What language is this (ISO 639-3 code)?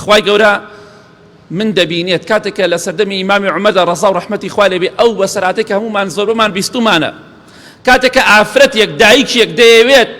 ckb